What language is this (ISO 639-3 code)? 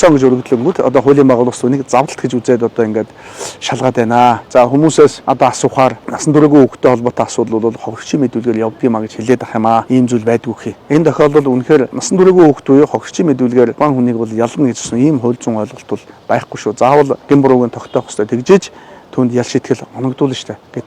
mon